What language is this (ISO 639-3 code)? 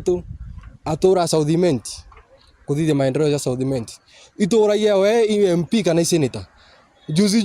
mer